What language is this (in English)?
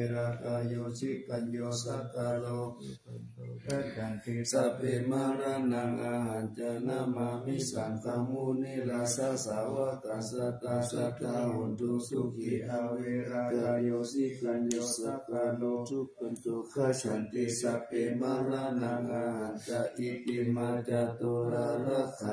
Pali